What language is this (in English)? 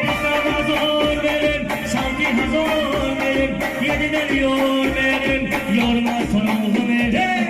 Tajik